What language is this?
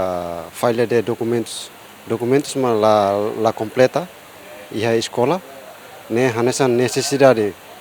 Tetum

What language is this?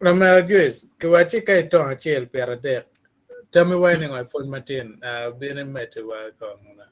Acoli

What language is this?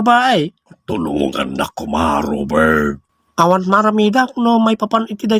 Iloko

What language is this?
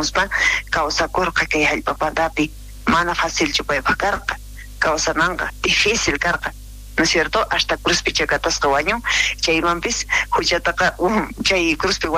South Bolivian Quechua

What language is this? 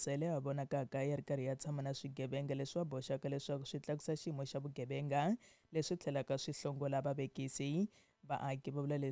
Tsonga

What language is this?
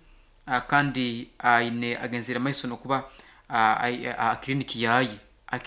Nyoro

